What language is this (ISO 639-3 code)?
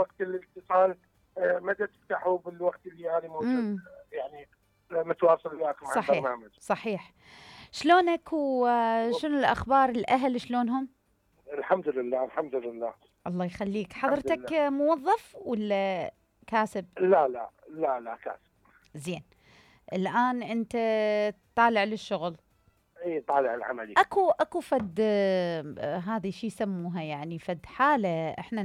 acm